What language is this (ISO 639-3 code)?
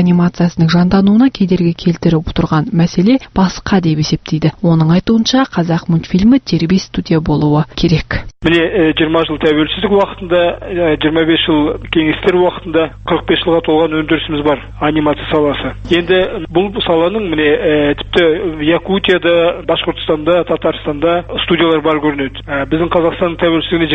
kaz